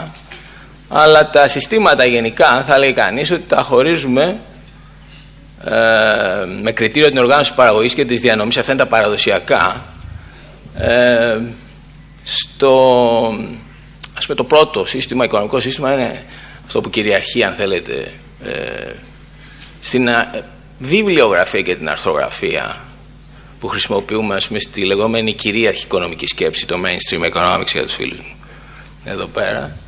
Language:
Greek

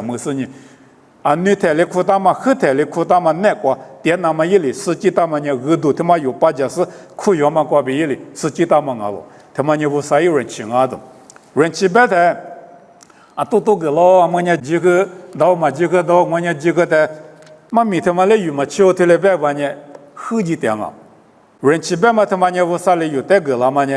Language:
Lisu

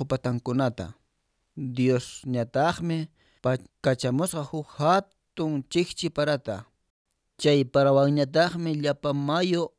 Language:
Quechua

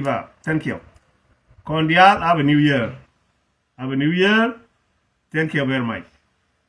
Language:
Nuer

